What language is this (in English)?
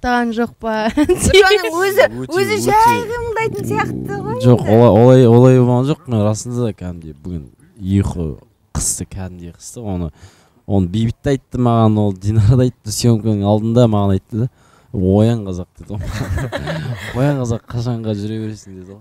Kazakh